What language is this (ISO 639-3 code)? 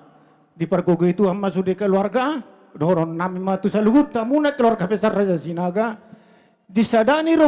bbc